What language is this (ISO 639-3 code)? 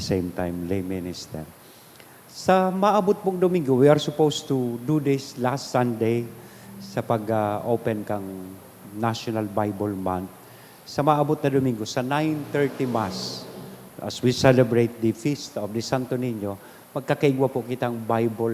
bik